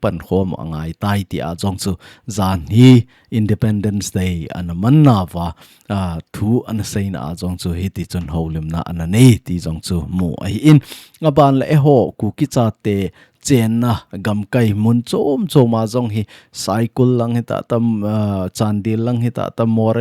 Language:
Thado Chin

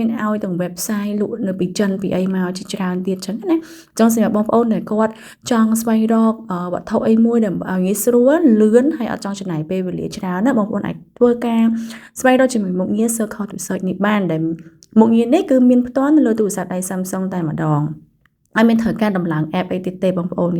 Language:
Khmer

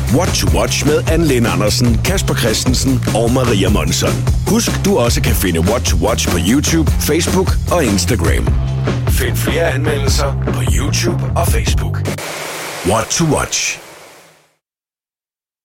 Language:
Danish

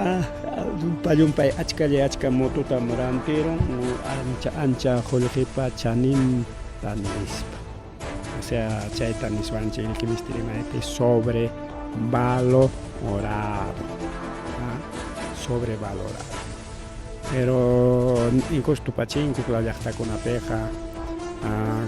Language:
Ayacucho Quechua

